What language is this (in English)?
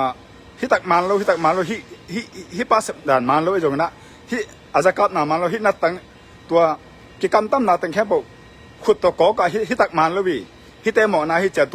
Tedim Chin